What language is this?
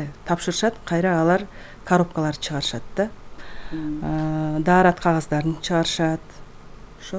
Kyrgyz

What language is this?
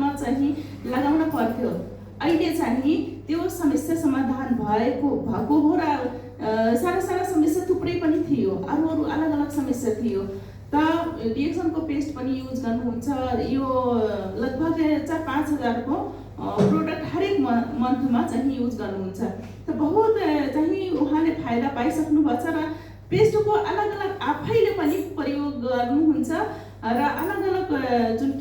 Nepali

